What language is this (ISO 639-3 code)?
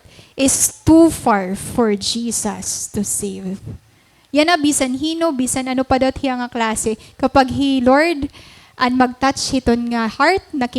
war